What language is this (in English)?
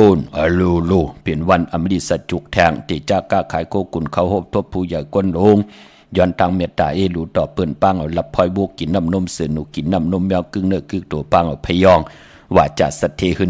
Shan